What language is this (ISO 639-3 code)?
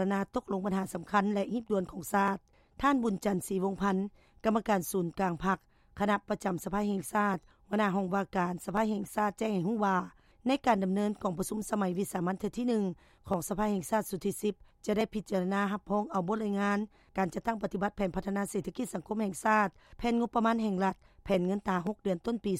lao